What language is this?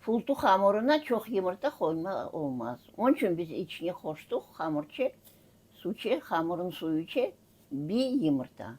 Crimean Tatar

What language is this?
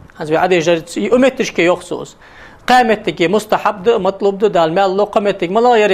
Ingush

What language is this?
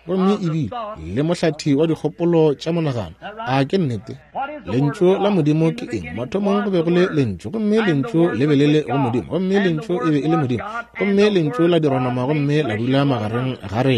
Northern Sotho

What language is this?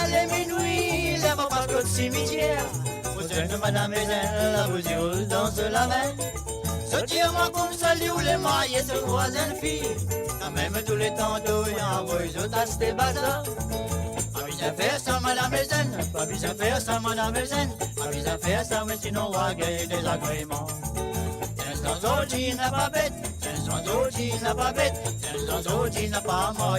Morisyen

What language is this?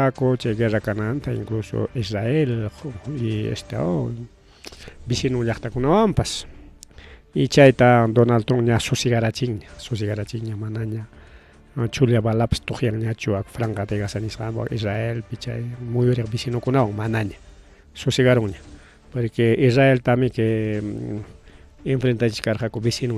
Ayacucho Quechua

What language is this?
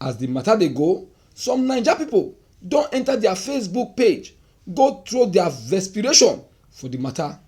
Nigerian Pidgin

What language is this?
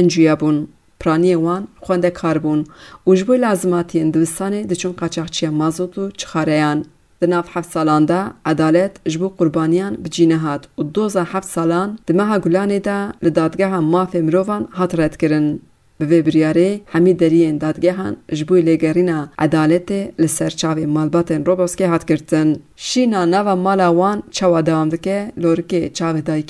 Kurdish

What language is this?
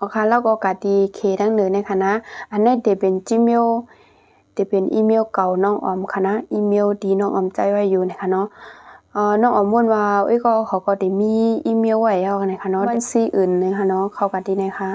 Shan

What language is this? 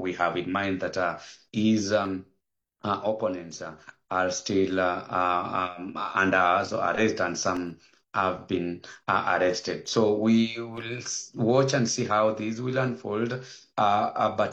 English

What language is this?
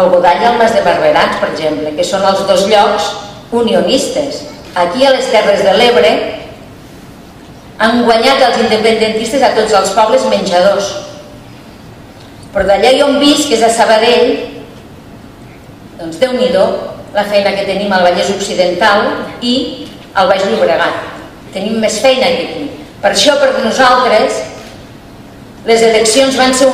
Catalan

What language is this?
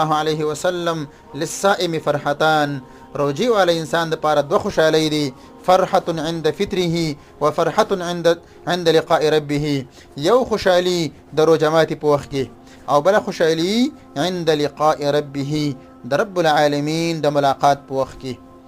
Pashto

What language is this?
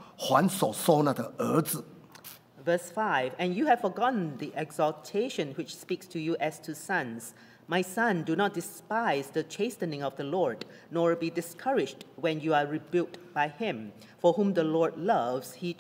English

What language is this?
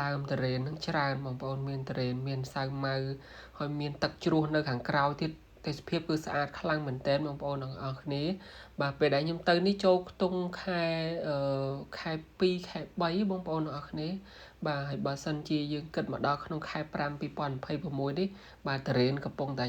Khmer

